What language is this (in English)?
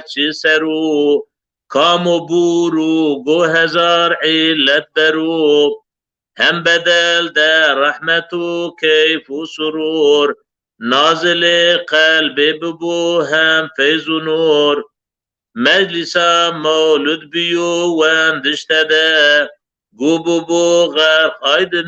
Zaza